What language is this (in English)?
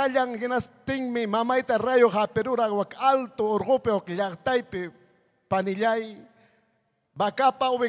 Ayacucho Quechua